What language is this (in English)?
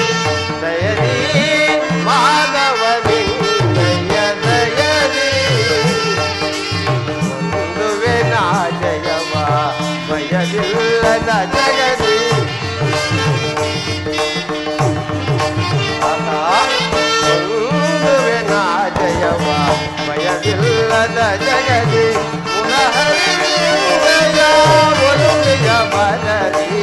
Kannada